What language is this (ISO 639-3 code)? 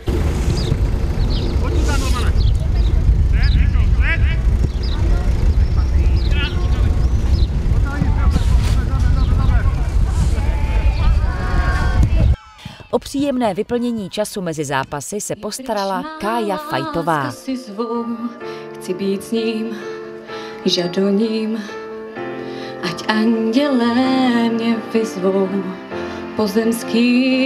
ces